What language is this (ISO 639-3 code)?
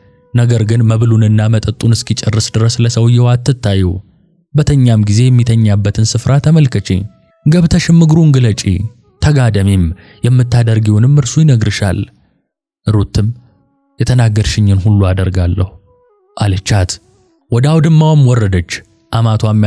amh